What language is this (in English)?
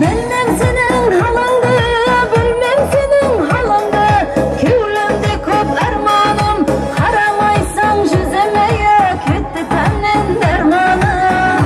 Kara-Kalpak